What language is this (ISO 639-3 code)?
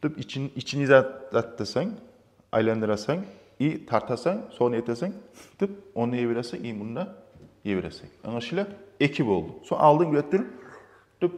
kum